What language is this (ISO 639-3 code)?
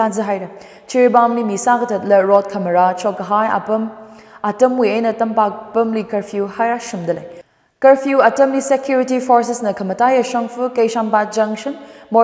nmf